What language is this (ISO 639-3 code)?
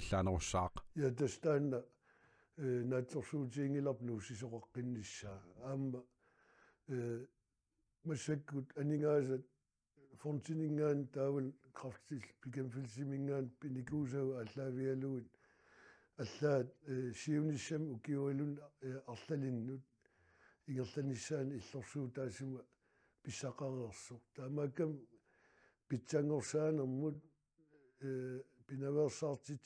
kal